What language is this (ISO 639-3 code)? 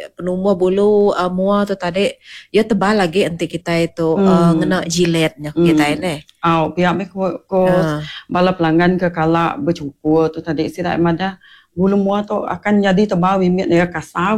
iba